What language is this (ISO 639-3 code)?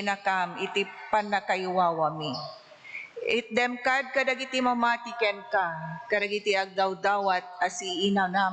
ilo